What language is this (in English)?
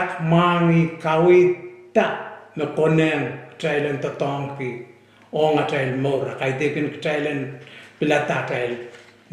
Pohnpeian